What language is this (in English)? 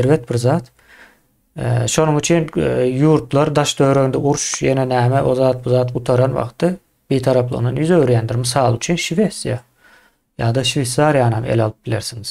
Turkmen